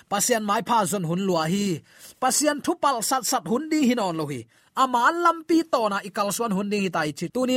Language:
Tedim Chin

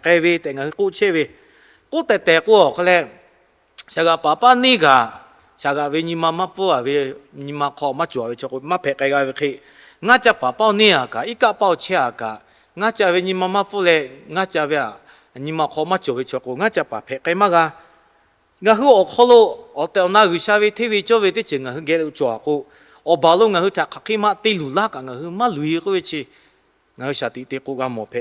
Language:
Lahu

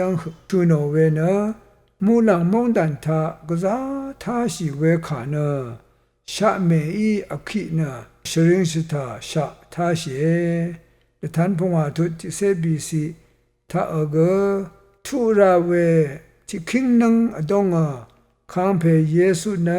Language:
Rawang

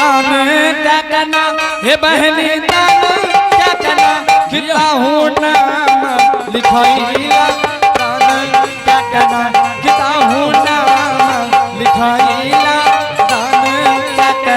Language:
Angika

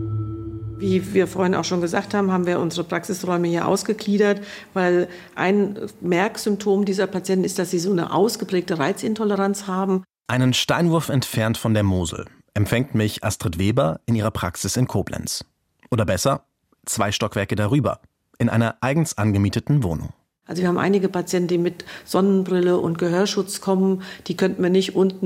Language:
German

